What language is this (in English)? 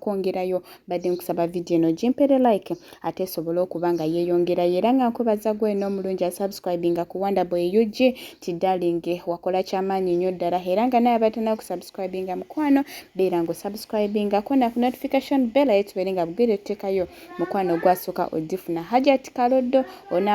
Ganda